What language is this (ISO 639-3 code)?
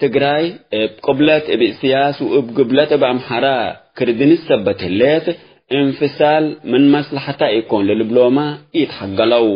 tig